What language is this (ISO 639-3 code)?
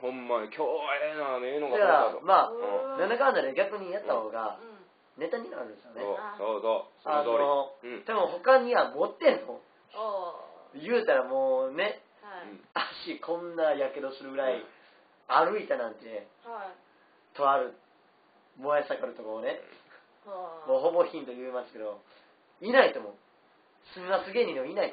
jpn